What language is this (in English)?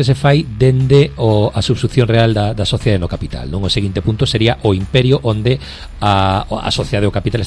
Galician